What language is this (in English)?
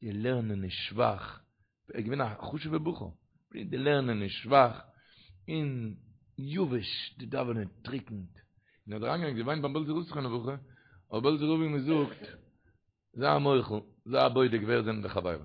Yiddish